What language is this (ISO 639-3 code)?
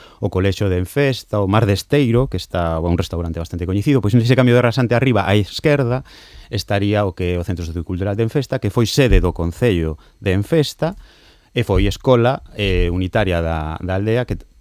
glg